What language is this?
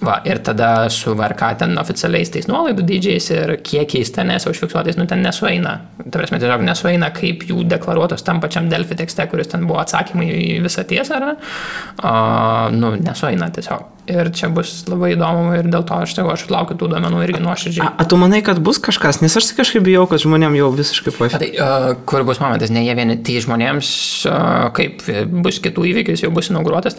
Lithuanian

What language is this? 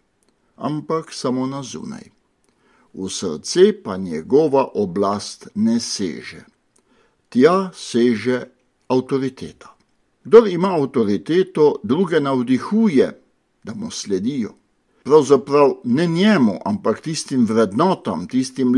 Slovenian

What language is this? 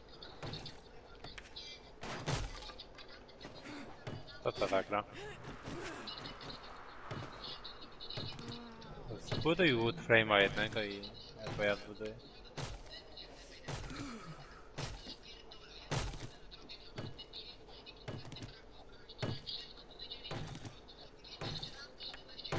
Polish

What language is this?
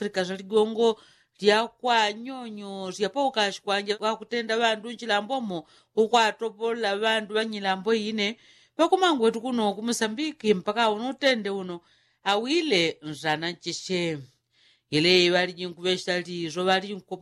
Yao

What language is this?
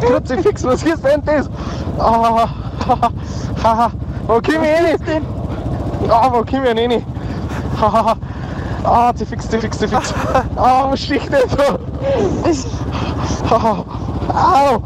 Bavarian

